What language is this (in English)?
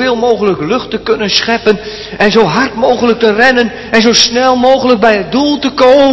Dutch